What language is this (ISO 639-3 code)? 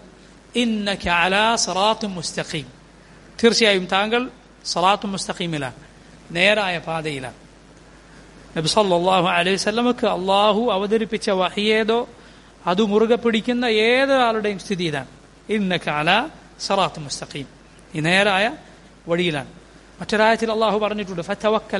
mal